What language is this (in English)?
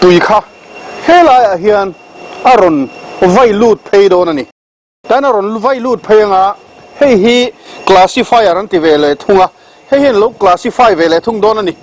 Mizo